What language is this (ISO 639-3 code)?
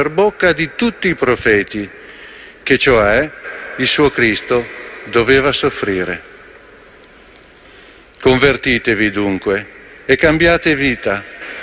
ita